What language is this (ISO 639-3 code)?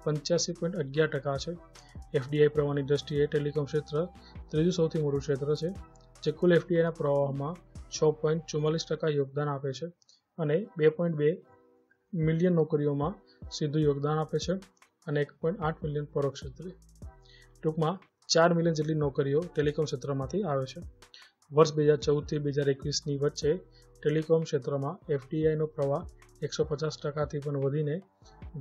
guj